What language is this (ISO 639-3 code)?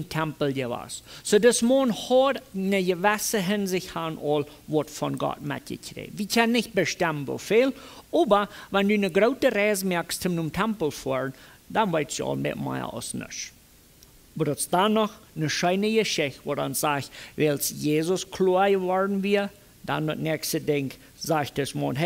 pdt